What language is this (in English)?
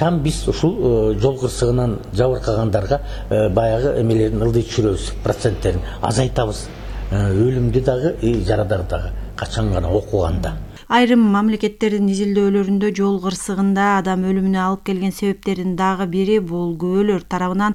Kyrgyz